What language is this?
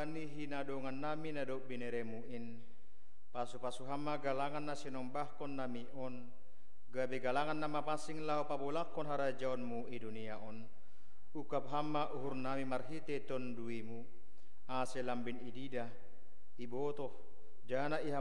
Batak Simalungun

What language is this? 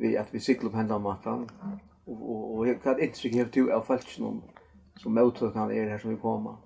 Faroese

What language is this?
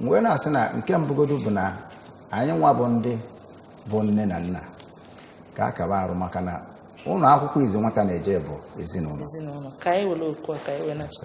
Igbo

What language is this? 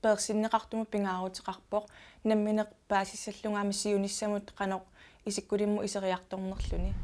Kalaallisut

